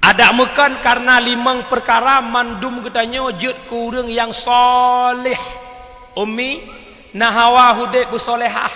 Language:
Achinese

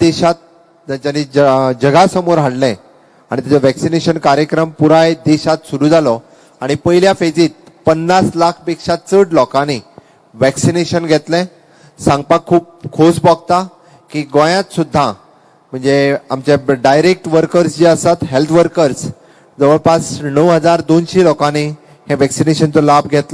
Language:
Konkani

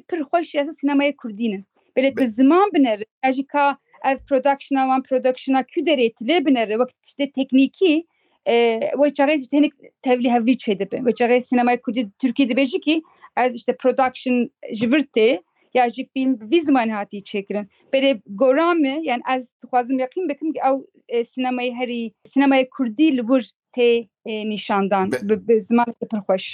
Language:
Kurdish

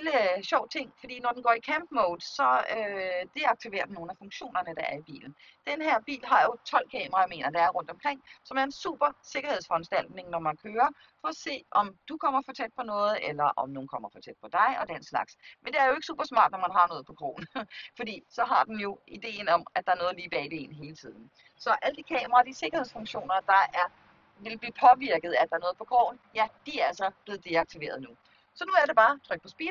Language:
Danish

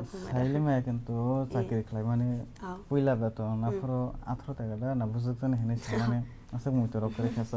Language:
Kok Borok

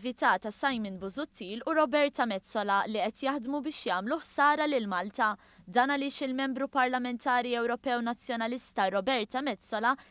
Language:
Maltese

